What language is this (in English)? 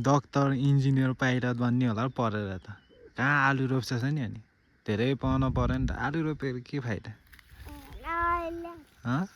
Nepali